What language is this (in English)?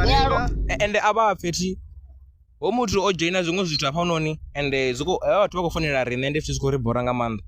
Venda